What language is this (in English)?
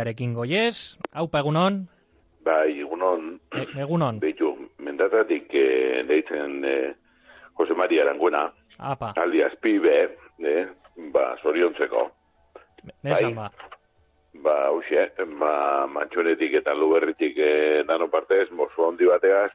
Basque